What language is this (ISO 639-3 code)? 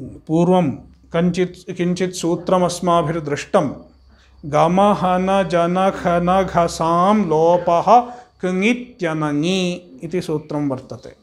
san